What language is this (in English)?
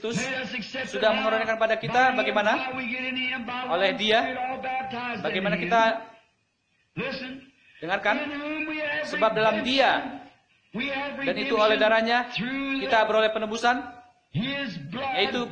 Indonesian